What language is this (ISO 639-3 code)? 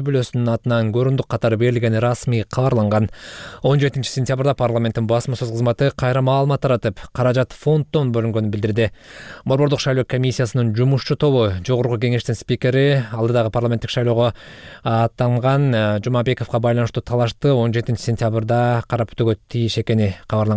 kir